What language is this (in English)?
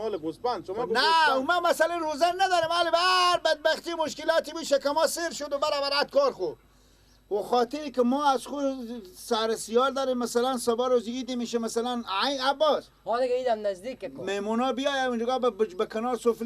Persian